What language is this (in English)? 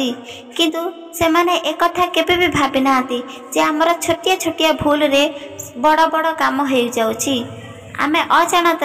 Odia